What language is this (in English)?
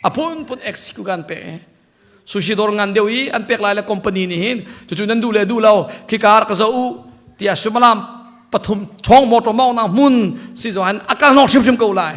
Hakha Chin